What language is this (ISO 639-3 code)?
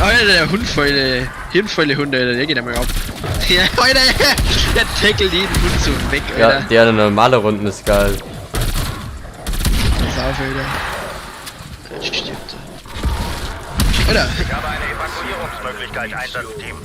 bar